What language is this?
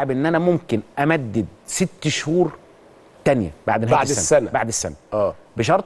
Egyptian Arabic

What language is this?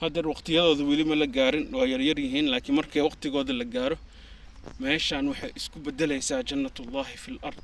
Somali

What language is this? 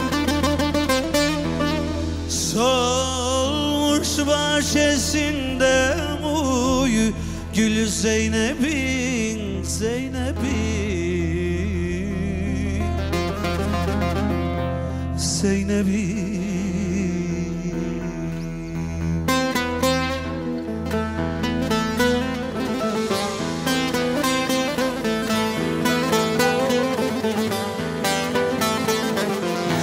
Turkish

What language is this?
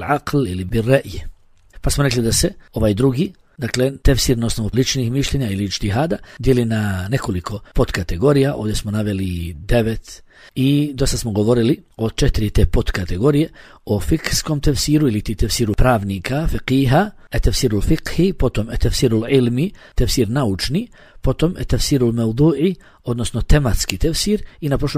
Bosnian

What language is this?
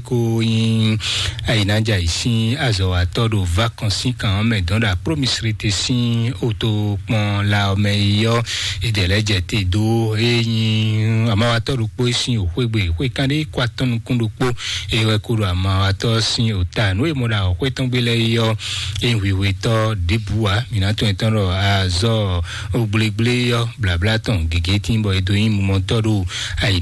Fon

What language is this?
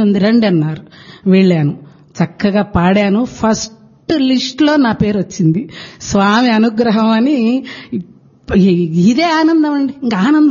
Telugu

